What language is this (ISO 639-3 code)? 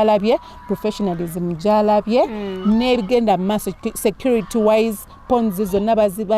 lug